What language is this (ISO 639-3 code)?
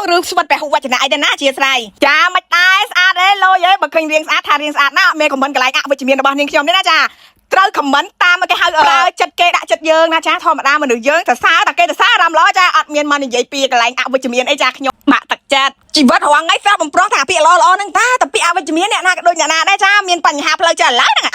khm